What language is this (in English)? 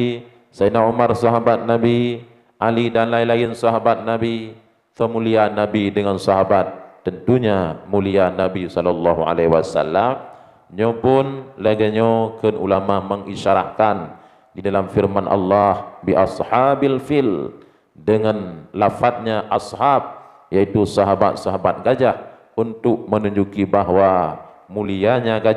Achinese